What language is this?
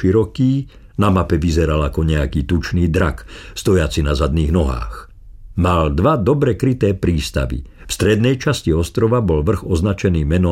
Slovak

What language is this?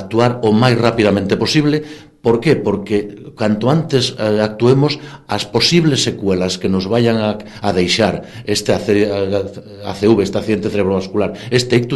Galician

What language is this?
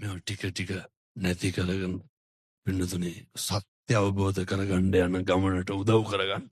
Sinhala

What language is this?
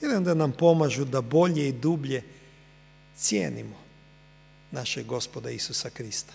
Croatian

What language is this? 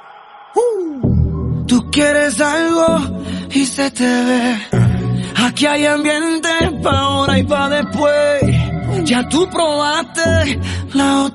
Spanish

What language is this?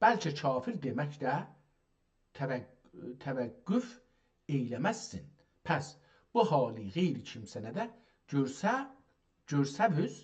South Azerbaijani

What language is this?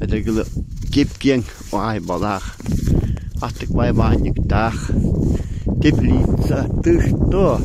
Yakut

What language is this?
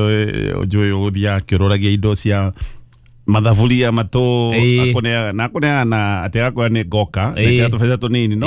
Kikuyu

